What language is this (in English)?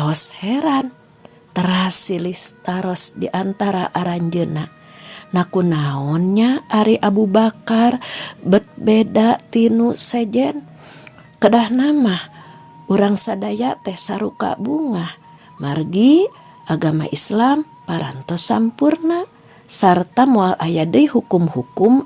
Sundanese